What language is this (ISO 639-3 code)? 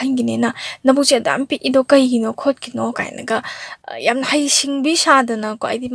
mni